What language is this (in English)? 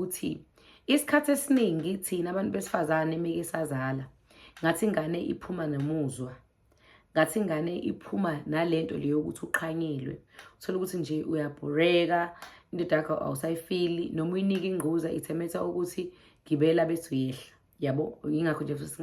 Zulu